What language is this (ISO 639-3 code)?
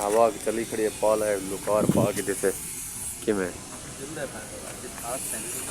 skr